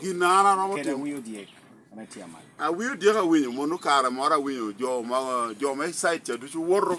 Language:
Lango (Uganda)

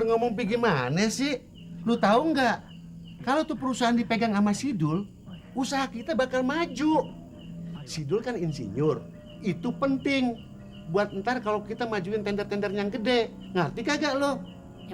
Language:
Betawi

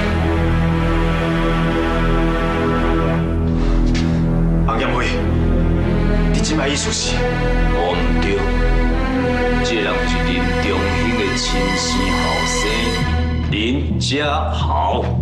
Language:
Min Nan Chinese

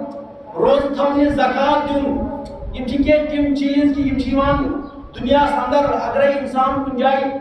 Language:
Kashmiri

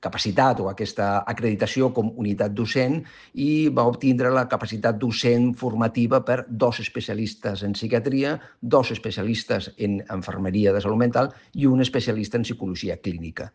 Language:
Catalan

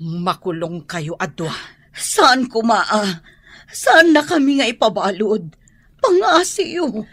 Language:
Iloko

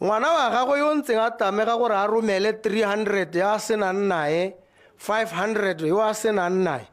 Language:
Tswana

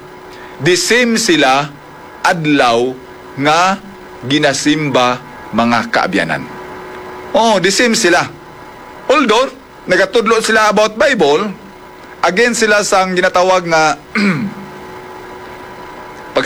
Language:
Hiligaynon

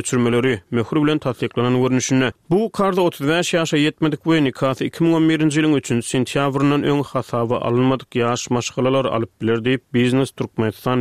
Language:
Turkmen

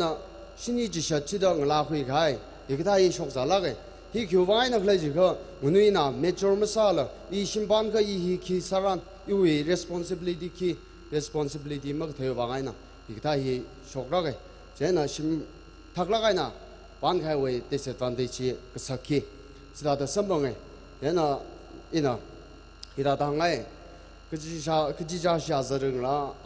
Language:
Tangkhul Naga (India)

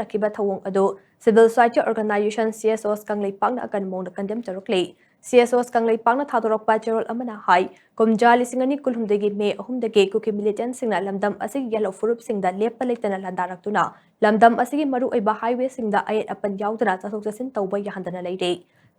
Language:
Manipuri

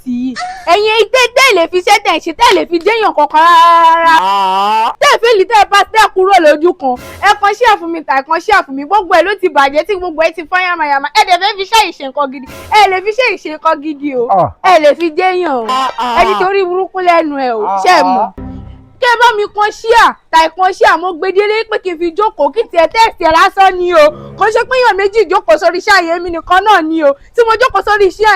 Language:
Yoruba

